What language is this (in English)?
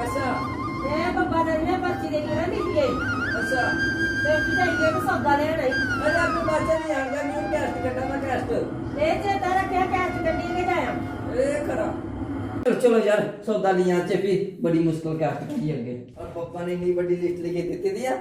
Dogri